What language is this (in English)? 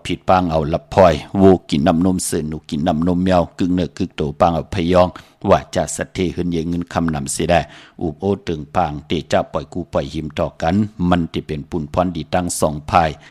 Shan